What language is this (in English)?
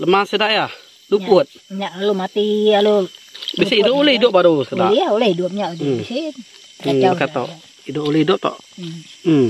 Iban